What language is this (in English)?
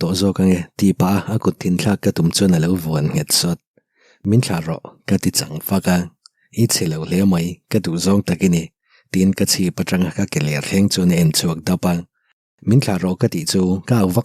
Mizo